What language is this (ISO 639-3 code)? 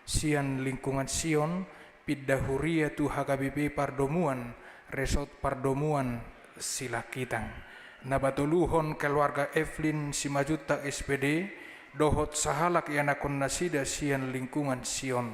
bbc